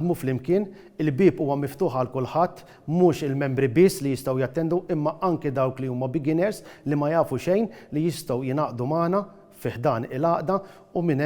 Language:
Maltese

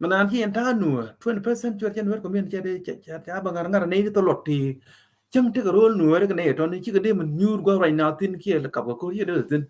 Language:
Nuer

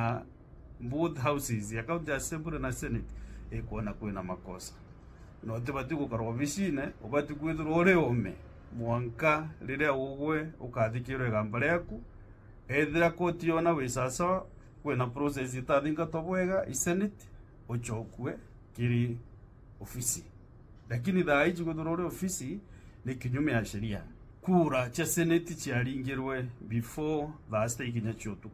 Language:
Meru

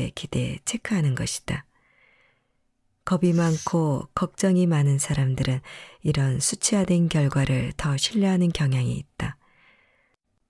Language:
Korean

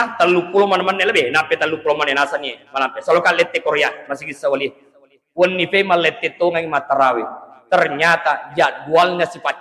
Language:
Buginese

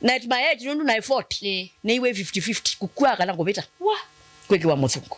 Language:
Kamba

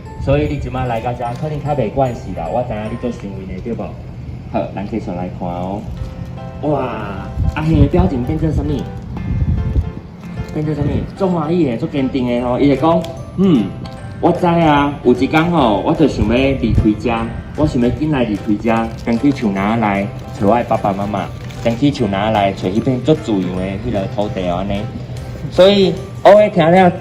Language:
Min Nan Chinese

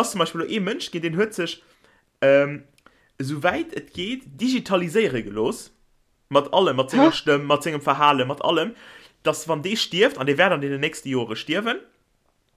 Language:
Luxembourgish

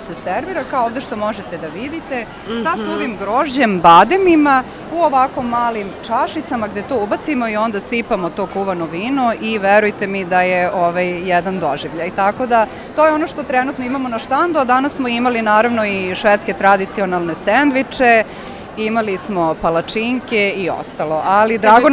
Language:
Serbian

